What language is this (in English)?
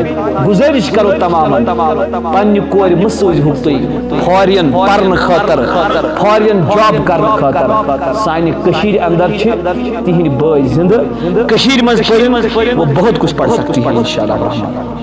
Kashmiri